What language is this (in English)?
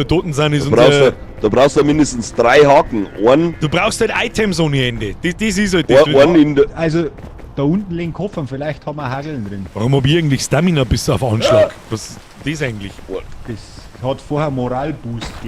Bavarian